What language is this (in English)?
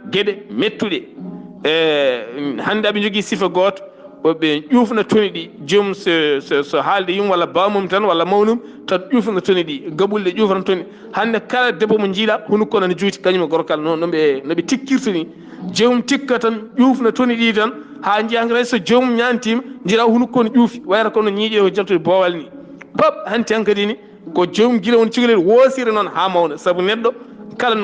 Fula